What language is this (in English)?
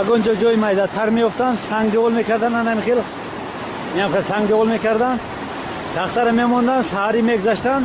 Tajik